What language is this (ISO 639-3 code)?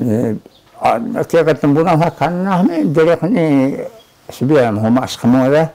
trv